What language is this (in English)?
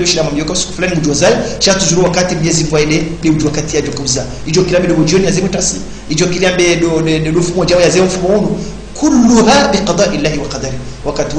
Swahili